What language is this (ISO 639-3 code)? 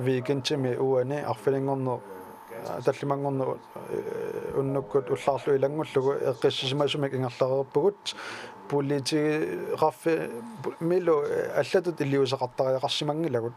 kal